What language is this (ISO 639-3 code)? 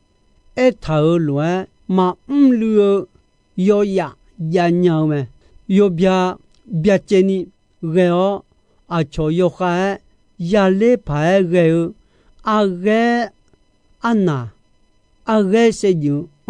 ahk